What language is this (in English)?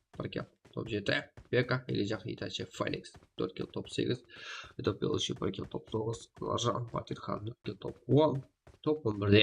Kara-Kalpak